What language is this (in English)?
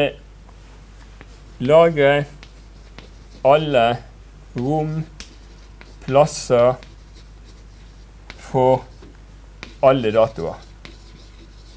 Norwegian